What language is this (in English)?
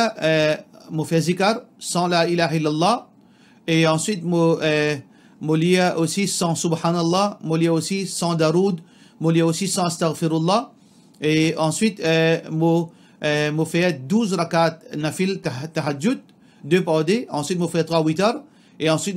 Morisyen